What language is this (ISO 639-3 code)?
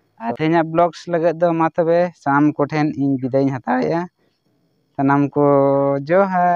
sat